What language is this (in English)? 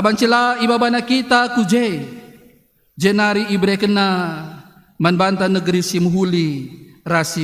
Batak Karo